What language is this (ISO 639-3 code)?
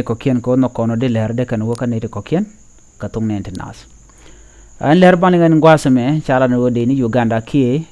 nus